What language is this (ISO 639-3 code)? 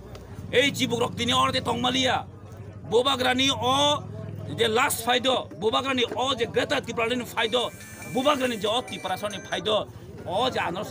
trp